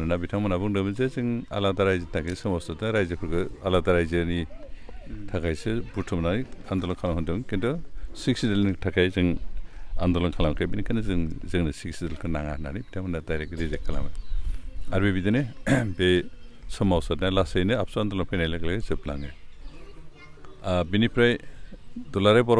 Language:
Bodo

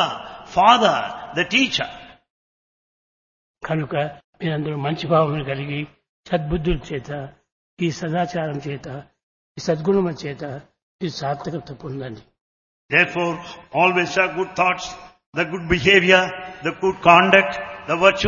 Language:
Telugu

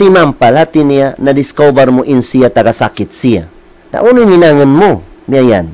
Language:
Tausug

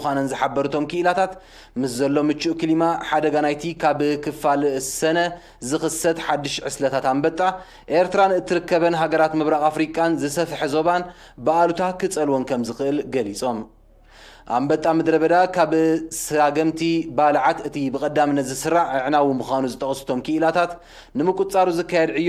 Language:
Tigrinya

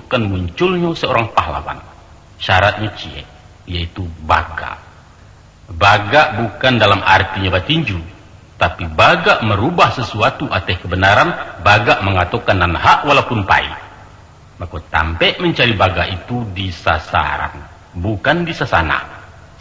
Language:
Minangkabau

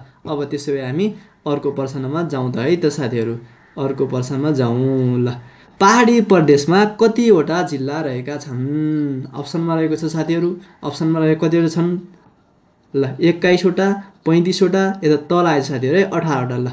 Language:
Nepali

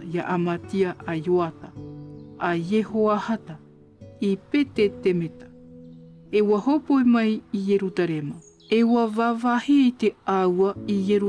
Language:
Tahitian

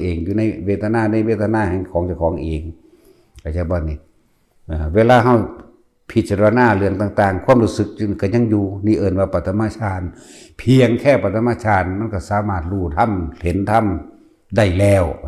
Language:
Northeastern Thai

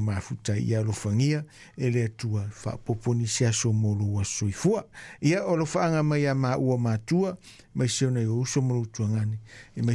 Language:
Samoan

